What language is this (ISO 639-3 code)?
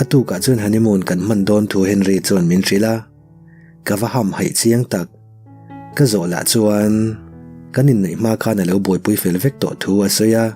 lus